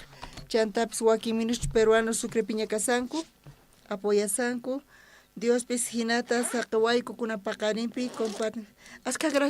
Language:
South Bolivian Quechua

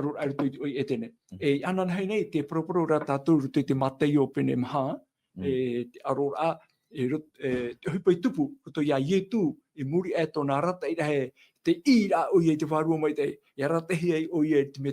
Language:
Tahitian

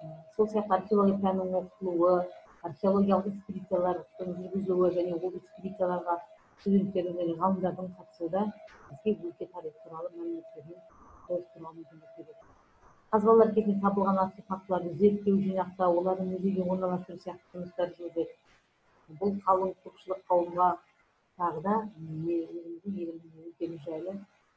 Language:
Kazakh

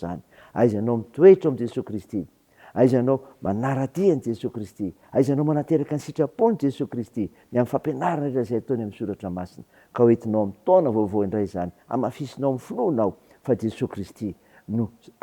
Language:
Malagasy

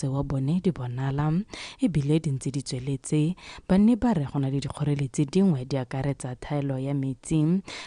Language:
Tswana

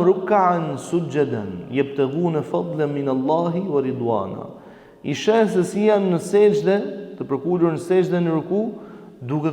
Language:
Albanian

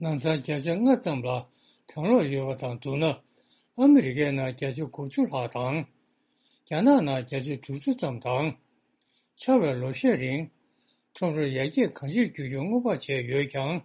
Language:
Tibetan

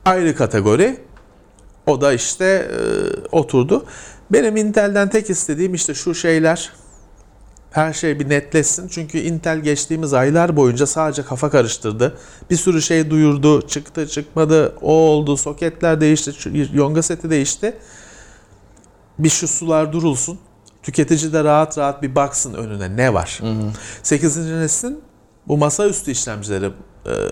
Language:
Turkish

